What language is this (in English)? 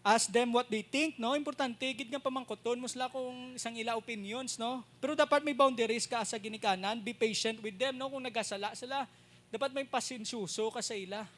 Hiligaynon